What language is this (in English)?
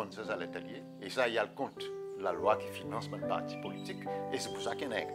Seselwa Creole French